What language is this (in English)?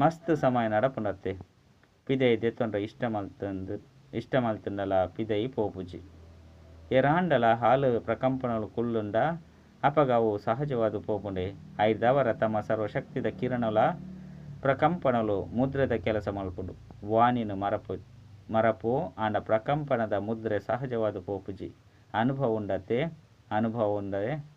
Tulu